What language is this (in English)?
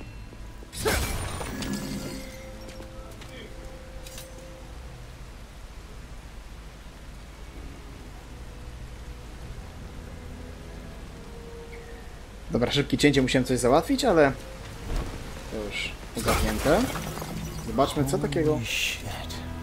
Polish